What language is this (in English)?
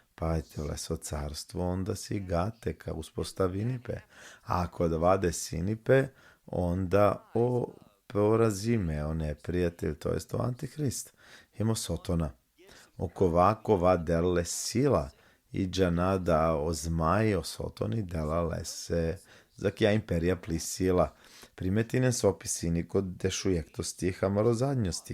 Balkan Romani